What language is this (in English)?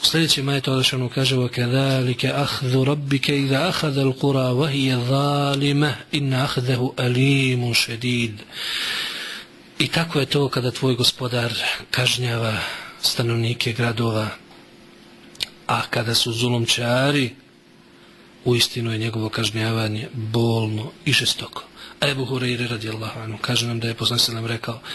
Bosnian